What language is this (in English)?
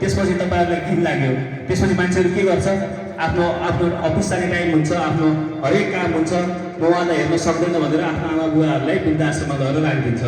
Nepali